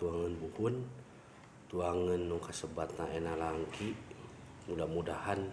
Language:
Sundanese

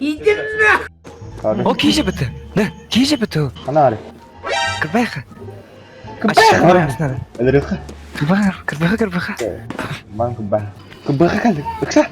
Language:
Yakut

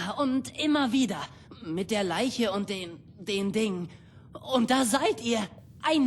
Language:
Bavarian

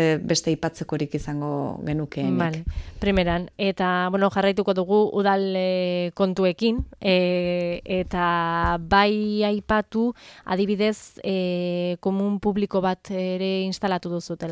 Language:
Basque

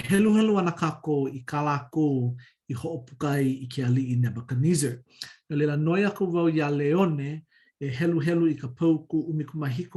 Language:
Hawaiian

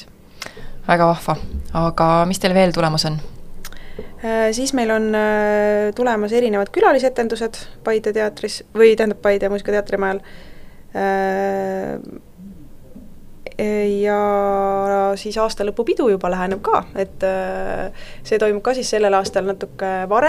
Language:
Estonian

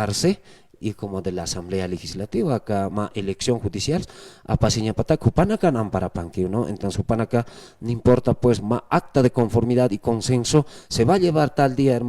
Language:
Aymara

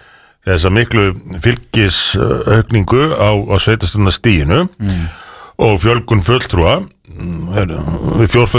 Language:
Icelandic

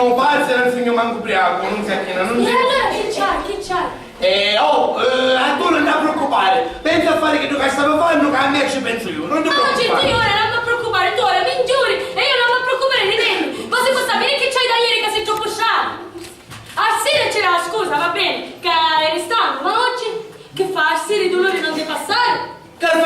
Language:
Sicilian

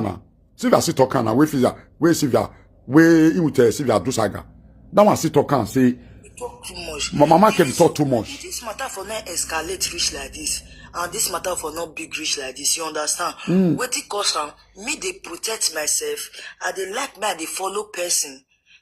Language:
Nigerian Pidgin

